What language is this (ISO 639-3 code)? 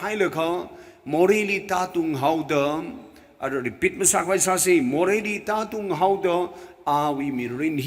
nmf